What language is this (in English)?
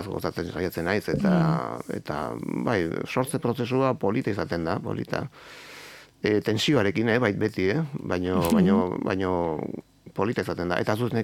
Basque